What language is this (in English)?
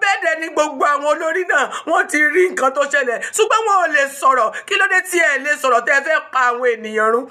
Yoruba